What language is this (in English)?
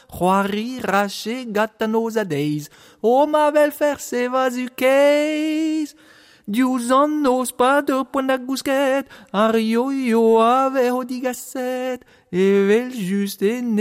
Breton